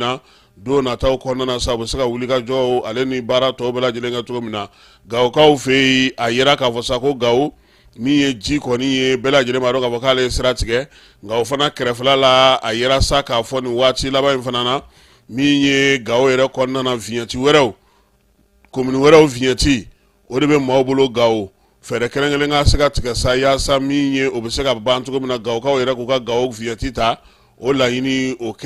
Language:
Bambara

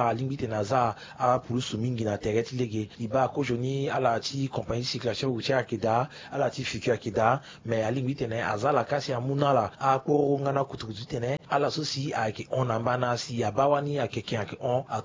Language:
Sango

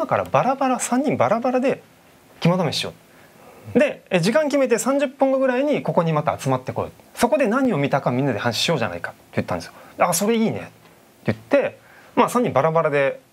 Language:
Japanese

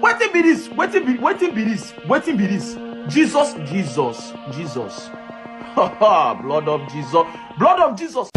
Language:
Nigerian Pidgin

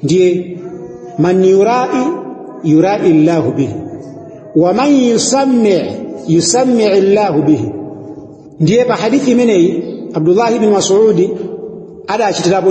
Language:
Nyanja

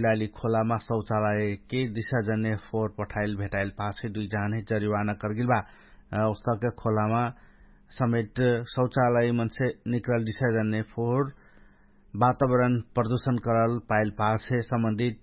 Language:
Dangaura Tharu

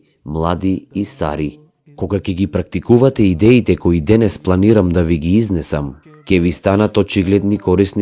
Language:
Macedonian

